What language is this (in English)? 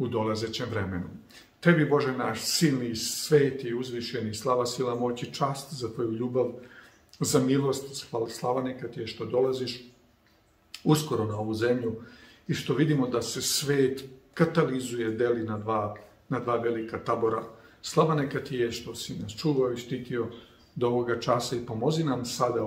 Serbian